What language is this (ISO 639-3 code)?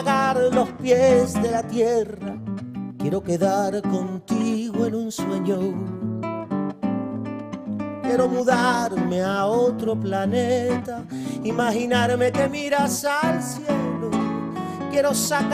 spa